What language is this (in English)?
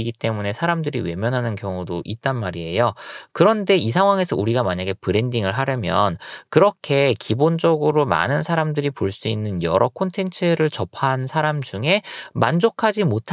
Korean